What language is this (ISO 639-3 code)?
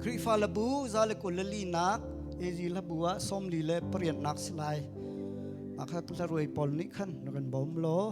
cnh